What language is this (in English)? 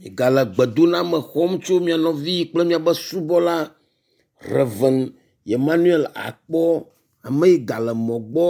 Ewe